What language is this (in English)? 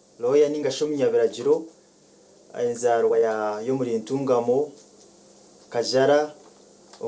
Nyankole